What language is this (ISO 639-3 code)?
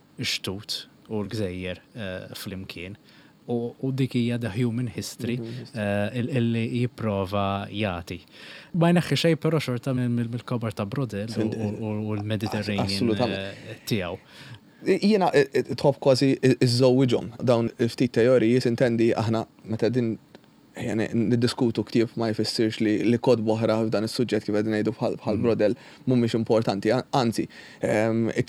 mlt